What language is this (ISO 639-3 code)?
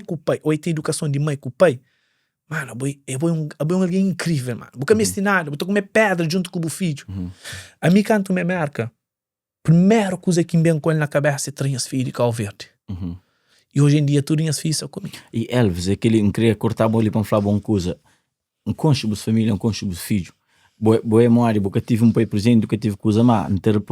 kea